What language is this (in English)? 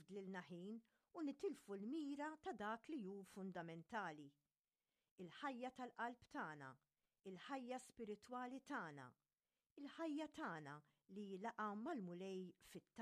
Maltese